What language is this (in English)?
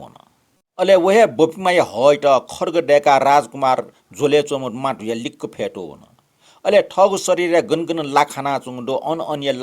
Newari